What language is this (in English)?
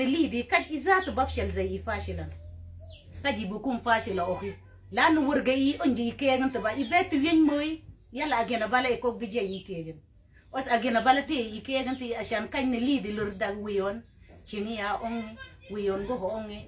Mabaan